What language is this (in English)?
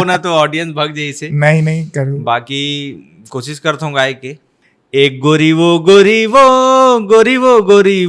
Chhattisgarhi